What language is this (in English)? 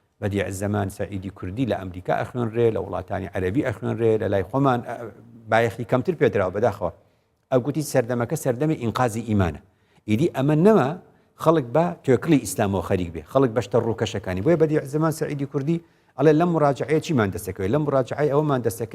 Central Kurdish